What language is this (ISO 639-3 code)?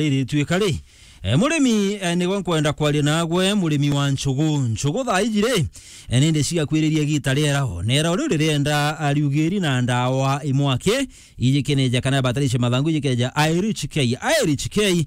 mer